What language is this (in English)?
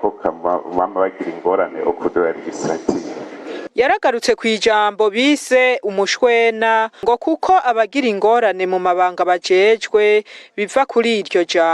Rundi